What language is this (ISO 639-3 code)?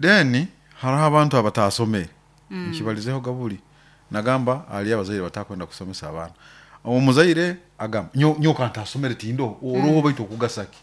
nyo